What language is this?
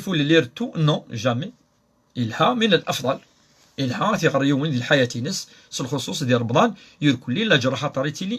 Kabyle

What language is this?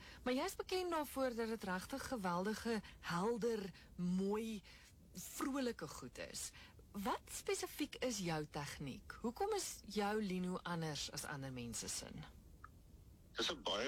Afrikaans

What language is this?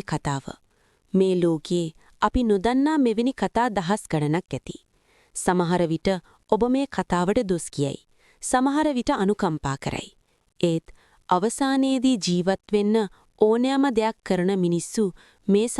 Sinhala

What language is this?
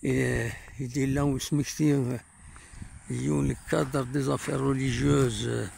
Kabyle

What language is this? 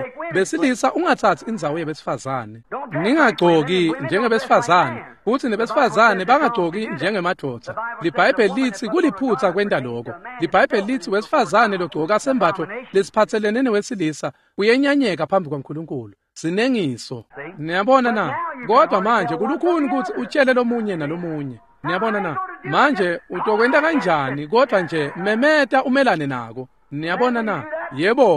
Swati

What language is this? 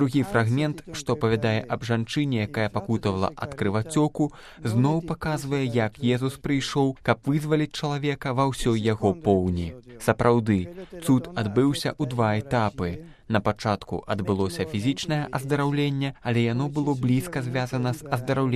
Belarusian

